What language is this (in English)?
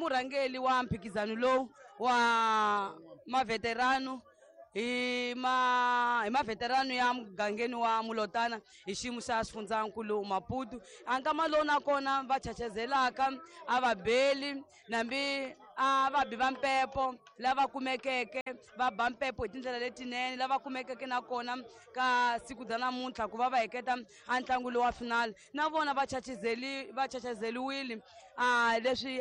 Tsonga